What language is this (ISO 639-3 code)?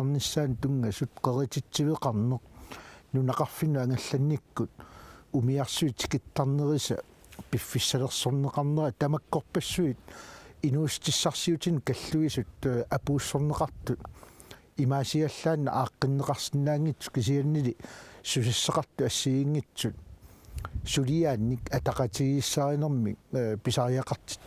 kal